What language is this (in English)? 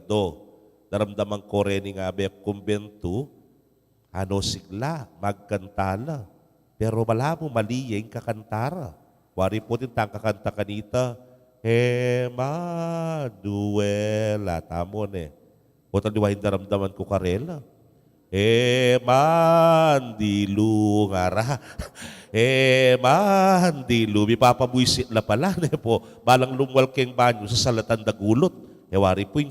Pampanga